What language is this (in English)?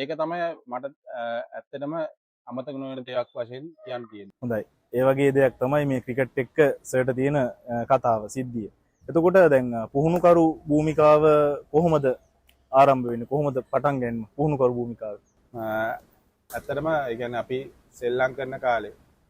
Sinhala